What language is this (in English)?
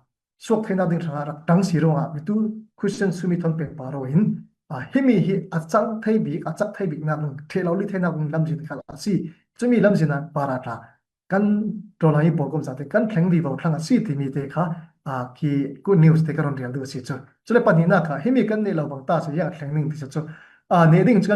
Falam Chin